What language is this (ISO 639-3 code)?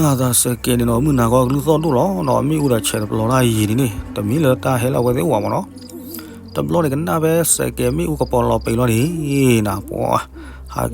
ksw